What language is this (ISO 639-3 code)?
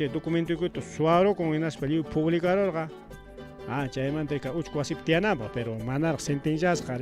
quy